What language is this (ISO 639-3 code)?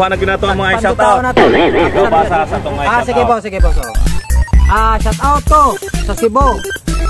ceb